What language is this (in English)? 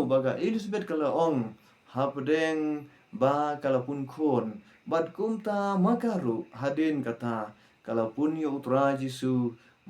Khasi